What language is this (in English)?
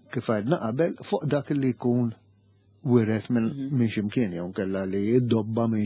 Maltese